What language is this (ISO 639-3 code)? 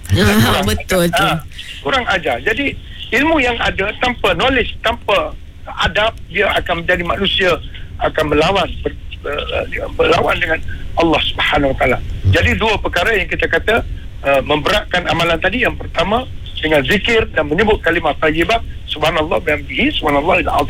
msa